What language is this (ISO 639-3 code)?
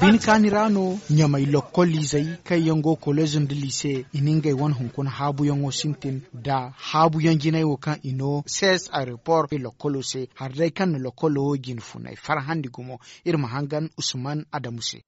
dje